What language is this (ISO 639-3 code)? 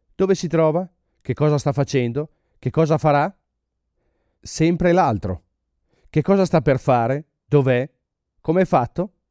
ita